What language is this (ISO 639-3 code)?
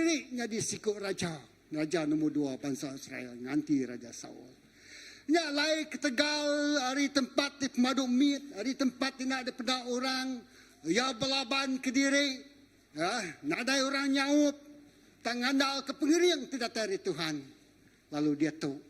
iba